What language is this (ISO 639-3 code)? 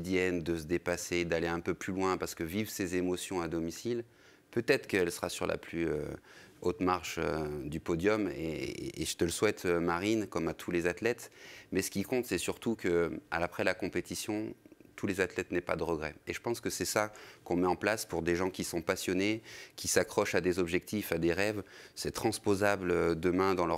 fra